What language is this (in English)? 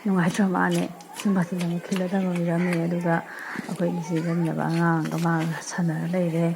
Manipuri